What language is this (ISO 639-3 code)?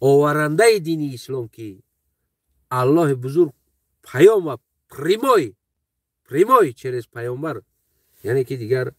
tgk